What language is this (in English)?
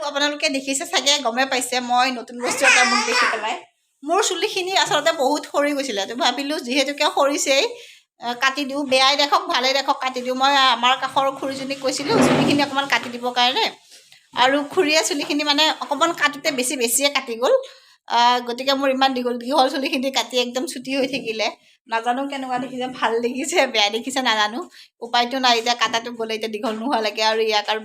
Assamese